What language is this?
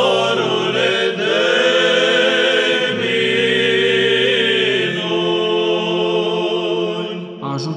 Romanian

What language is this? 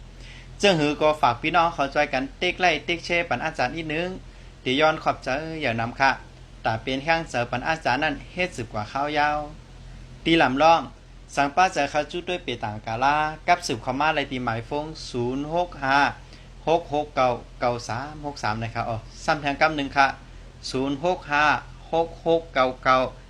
Shan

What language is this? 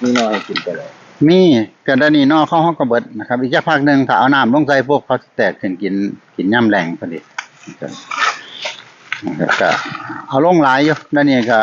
Northeastern Thai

